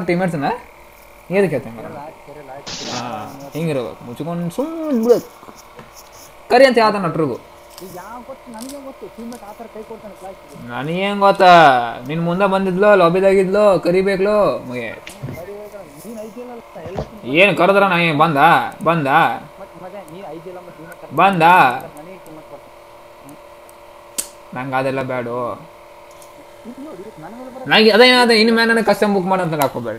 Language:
Kannada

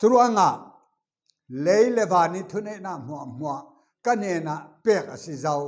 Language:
Falam Chin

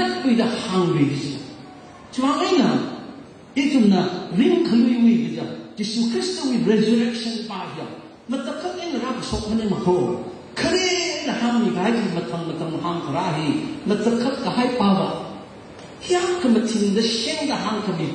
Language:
Tangkhul Naga (India)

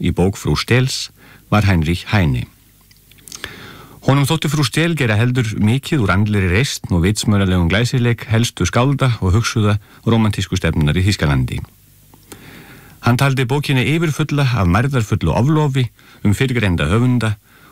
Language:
Icelandic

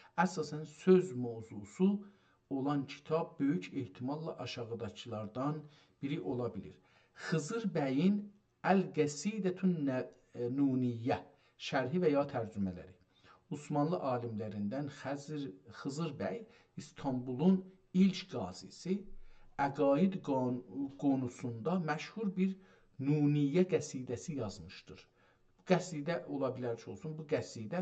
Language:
South Azerbaijani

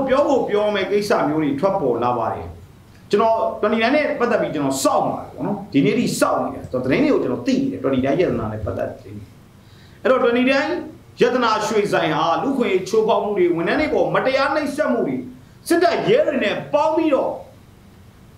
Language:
Burmese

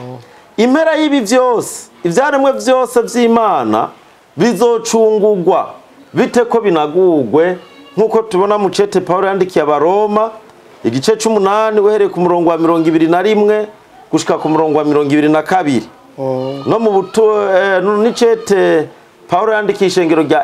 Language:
Rundi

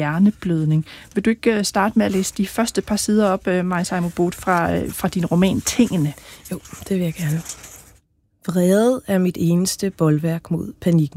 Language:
Danish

